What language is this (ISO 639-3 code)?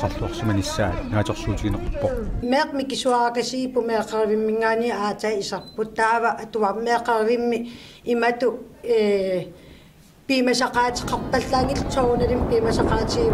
kal